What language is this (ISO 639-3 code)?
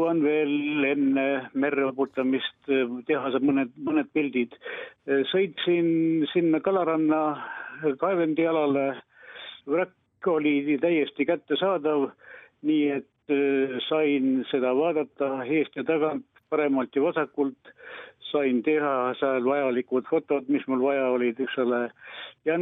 est